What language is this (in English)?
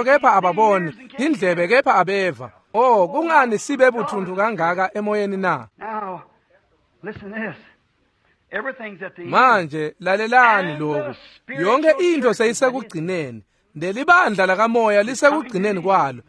Swati